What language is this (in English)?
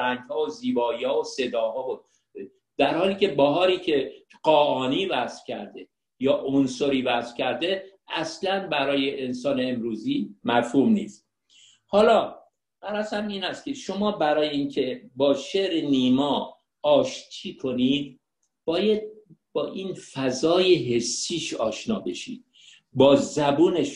Persian